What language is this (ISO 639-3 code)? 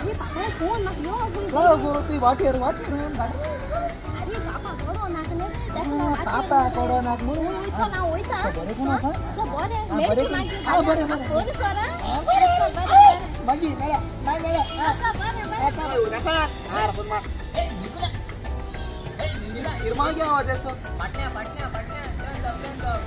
kok